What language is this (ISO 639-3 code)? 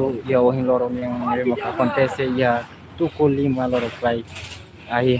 tet